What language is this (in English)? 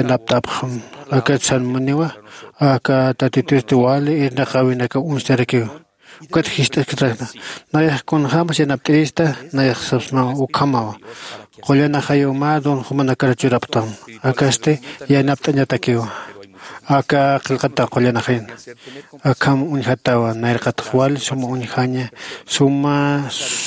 Aymara